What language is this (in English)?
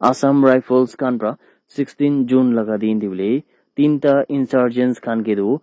Naga Pidgin